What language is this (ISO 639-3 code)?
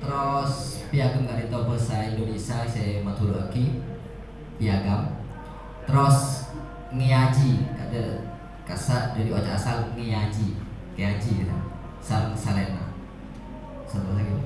mad